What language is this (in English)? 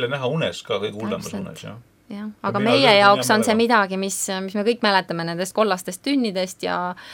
Estonian